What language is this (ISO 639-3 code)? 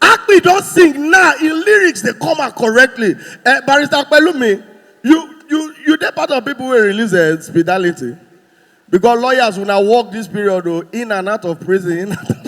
pcm